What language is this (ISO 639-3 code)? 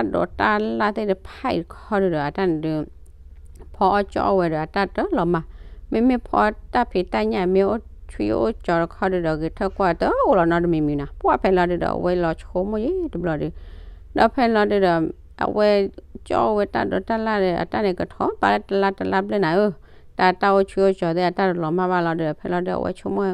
ksw